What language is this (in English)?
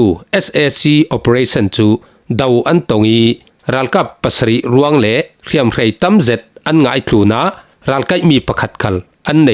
Falam Chin